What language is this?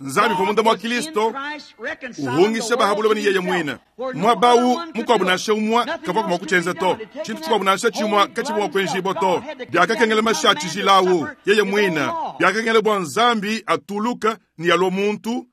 Luba-Lulua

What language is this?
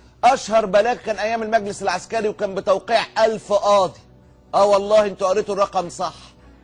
Egyptian Arabic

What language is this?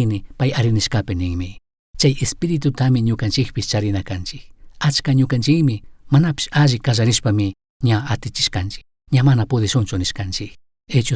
Chimborazo Highland Quichua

